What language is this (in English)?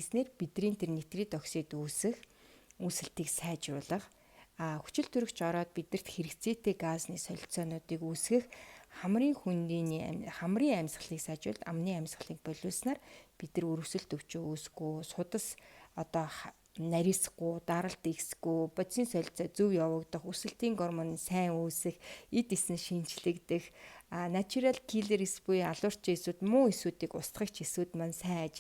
Mongolian